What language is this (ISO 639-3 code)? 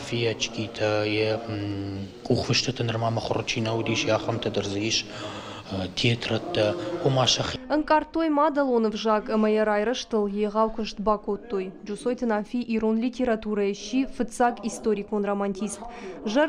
oss